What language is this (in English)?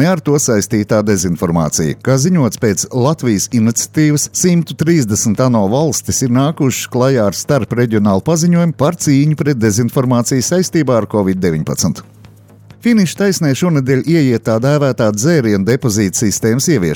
Latvian